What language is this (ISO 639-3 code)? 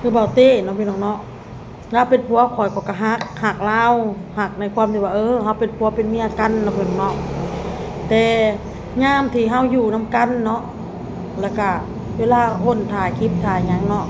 lao